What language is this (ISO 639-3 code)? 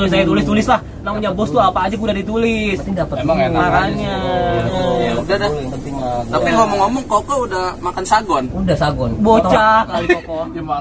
bew